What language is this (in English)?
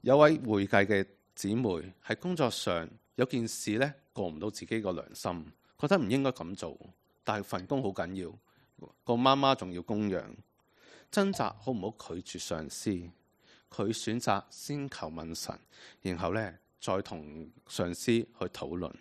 Cantonese